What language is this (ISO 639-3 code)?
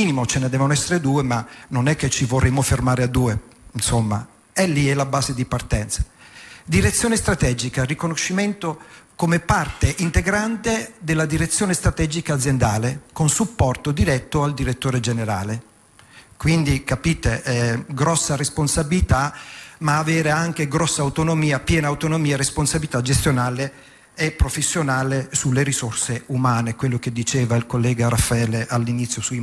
ita